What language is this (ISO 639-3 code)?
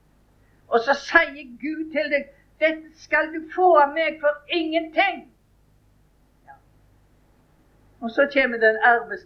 nor